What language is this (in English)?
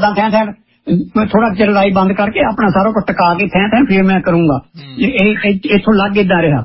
Punjabi